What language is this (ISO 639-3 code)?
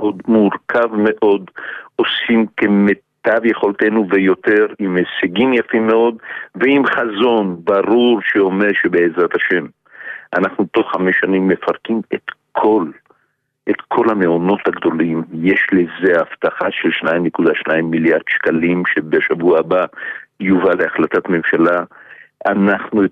heb